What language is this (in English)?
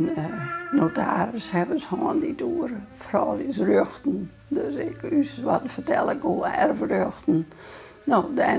Western Frisian